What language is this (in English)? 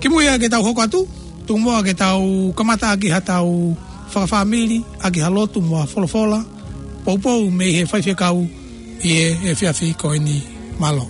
Tongan